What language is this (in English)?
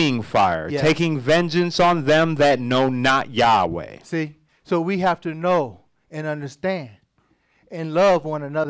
English